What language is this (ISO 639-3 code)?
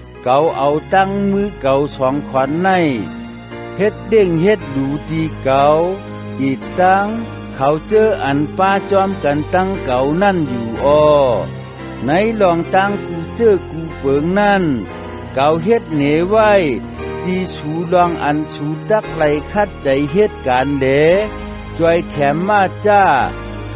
shn